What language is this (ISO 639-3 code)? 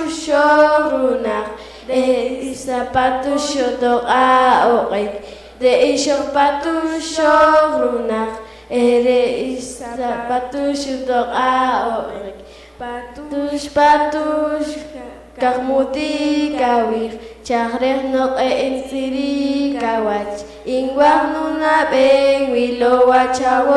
poh